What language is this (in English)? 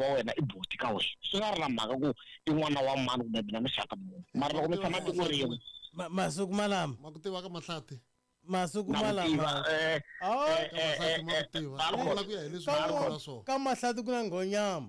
Tsonga